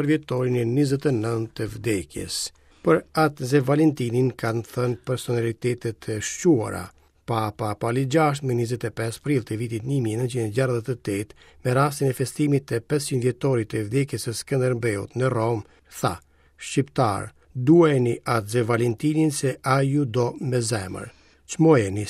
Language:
Albanian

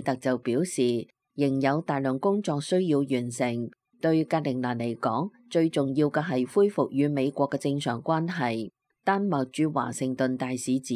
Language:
Cantonese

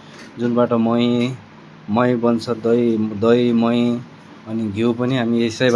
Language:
Nepali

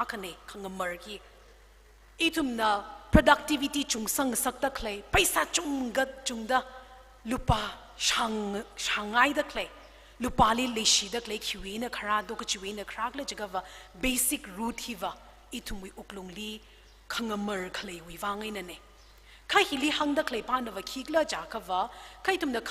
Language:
Tangkhul Naga (India)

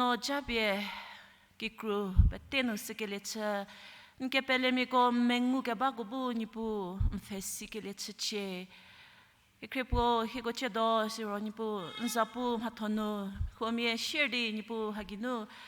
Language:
Angami Naga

